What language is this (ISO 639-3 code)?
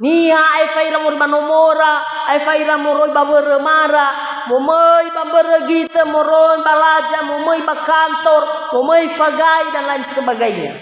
nia